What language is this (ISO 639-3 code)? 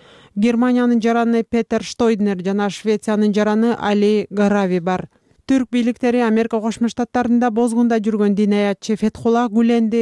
kir